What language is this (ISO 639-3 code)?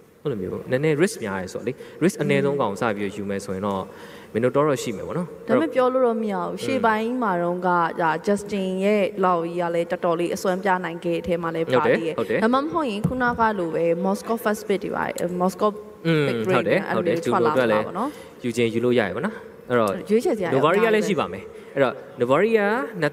mya